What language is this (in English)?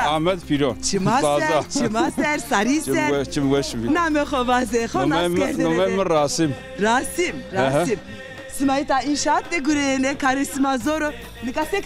Zaza